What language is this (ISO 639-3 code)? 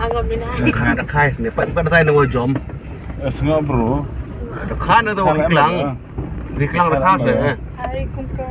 kha